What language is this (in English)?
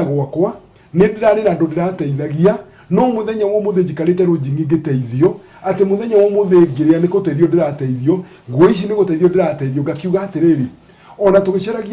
Kikuyu